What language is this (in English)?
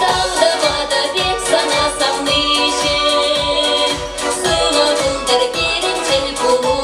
Chuvash